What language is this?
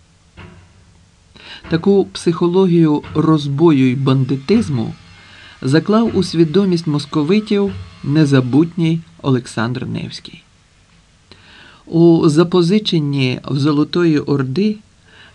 Ukrainian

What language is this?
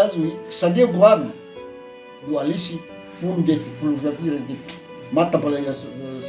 Nias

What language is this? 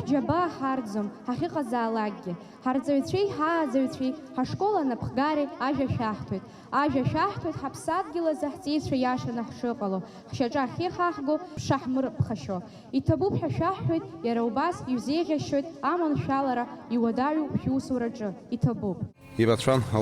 Abkhazian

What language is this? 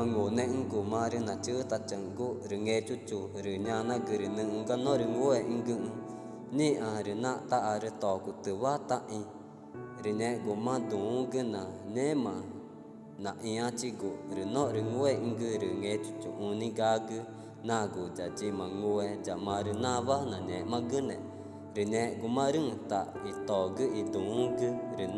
Ticuna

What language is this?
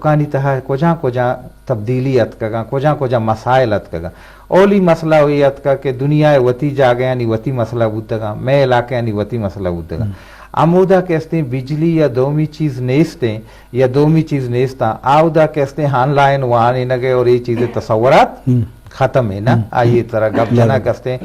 Eastern Balochi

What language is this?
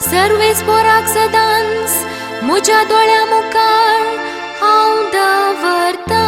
Konkani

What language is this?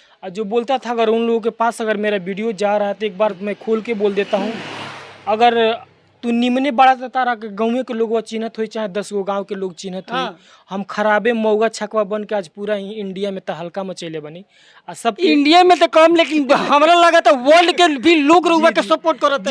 Bhojpuri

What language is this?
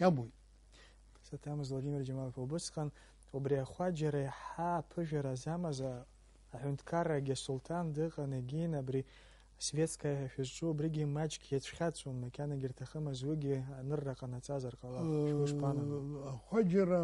Abkhazian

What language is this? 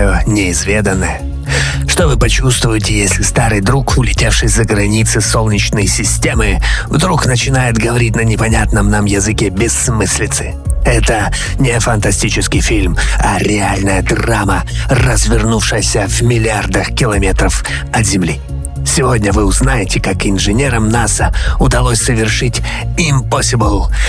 Russian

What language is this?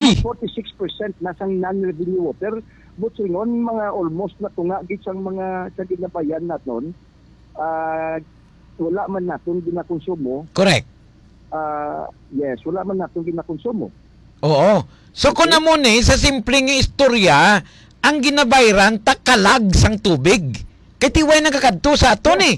Hiligaynon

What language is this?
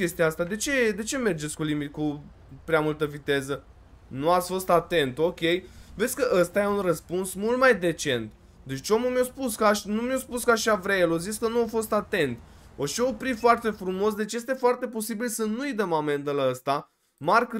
Romanian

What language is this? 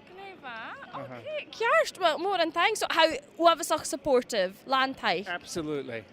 Scottish Gaelic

